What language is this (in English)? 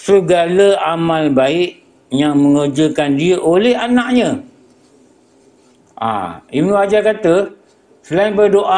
Malay